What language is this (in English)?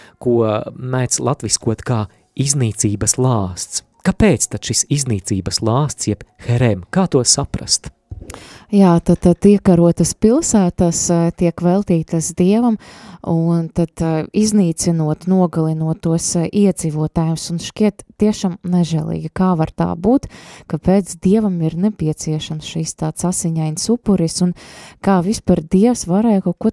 Latvian